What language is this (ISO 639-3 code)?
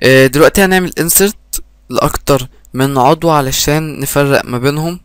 arz